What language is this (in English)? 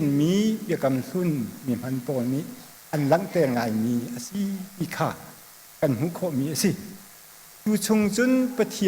Hakha Chin